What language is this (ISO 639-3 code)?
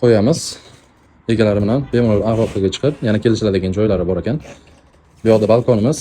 uzb